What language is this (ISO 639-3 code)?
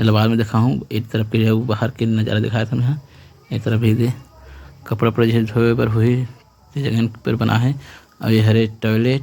hne